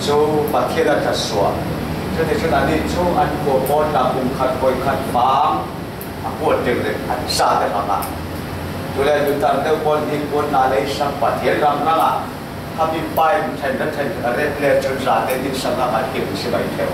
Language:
Falam Chin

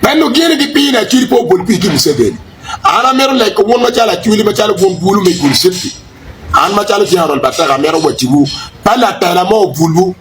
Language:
Acoli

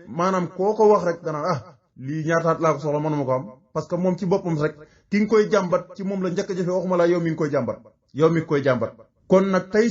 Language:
Wolof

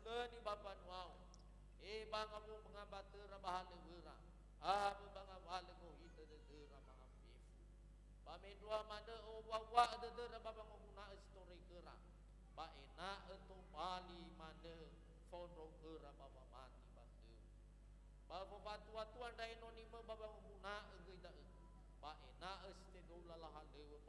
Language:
Nias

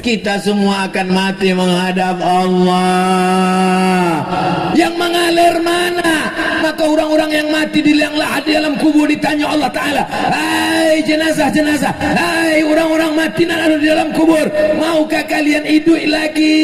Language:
Minangkabau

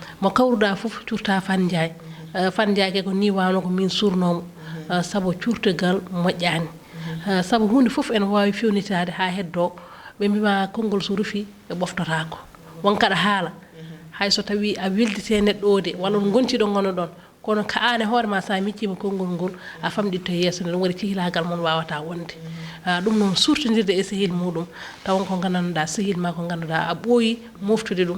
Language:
Fula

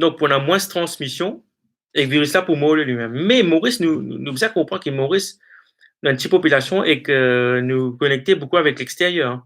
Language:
Morisyen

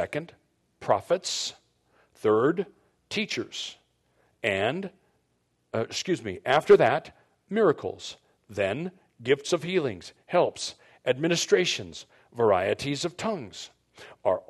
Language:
English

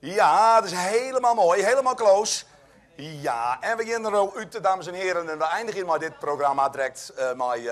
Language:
Western Frisian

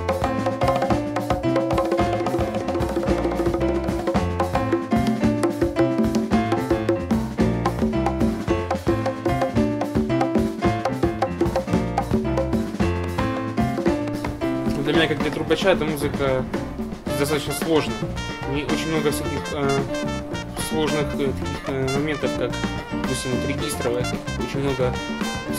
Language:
Russian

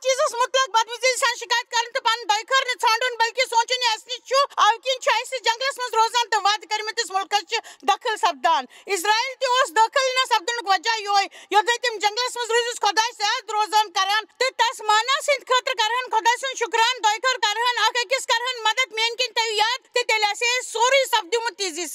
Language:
Kashmiri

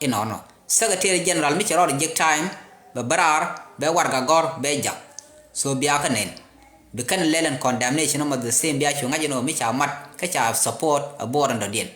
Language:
Nuer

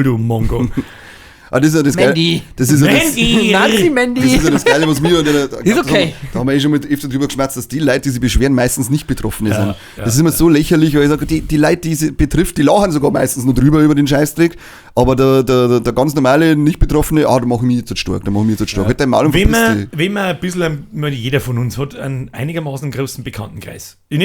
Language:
Bavarian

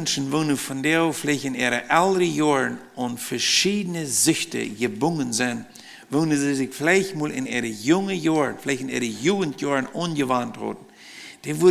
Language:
Plautdietsch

